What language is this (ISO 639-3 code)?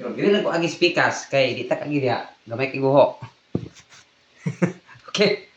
ceb